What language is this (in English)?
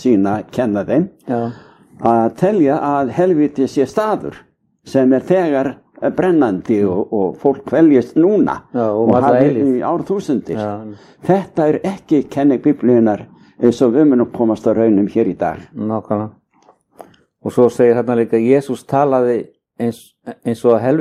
Icelandic